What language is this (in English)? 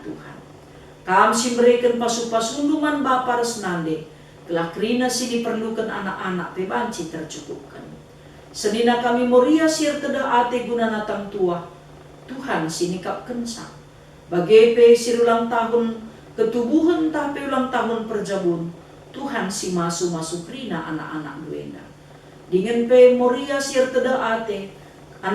Batak Karo